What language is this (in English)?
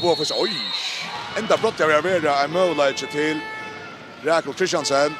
Faroese